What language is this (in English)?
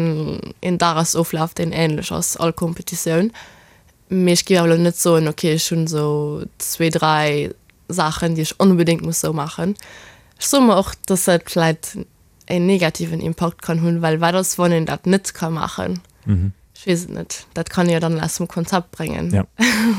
Luxembourgish